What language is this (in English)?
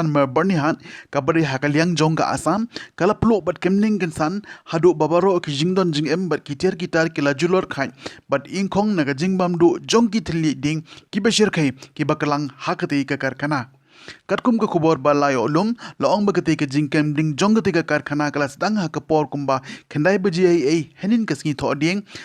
Khasi